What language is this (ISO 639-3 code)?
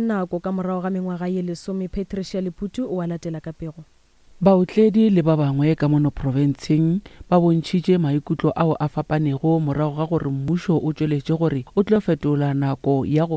nso